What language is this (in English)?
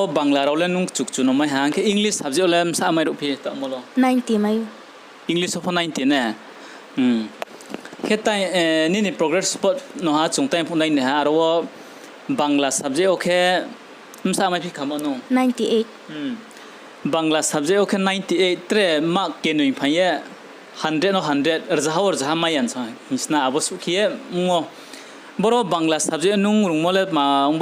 Riang (India)